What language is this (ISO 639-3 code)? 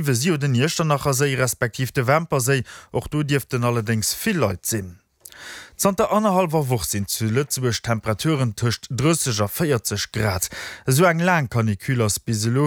ltz